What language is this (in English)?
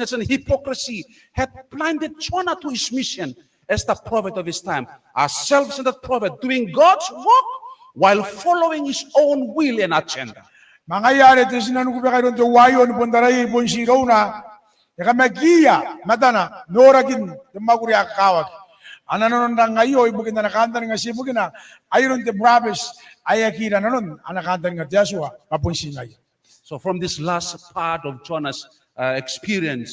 Gilbertese